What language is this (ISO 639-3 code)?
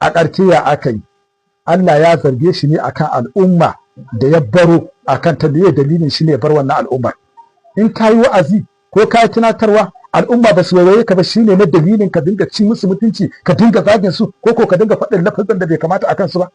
hau